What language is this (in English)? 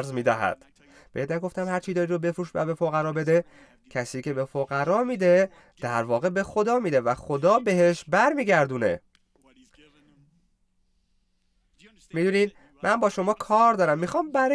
Persian